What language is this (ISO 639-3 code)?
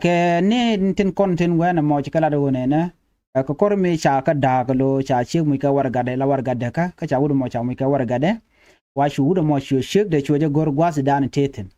nus